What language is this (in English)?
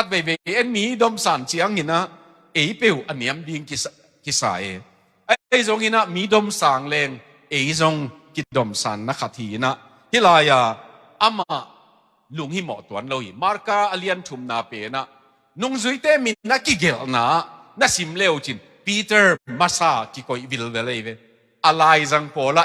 Tedim Chin